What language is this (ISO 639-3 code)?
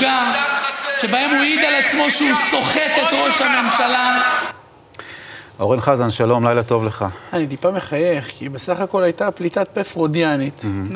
heb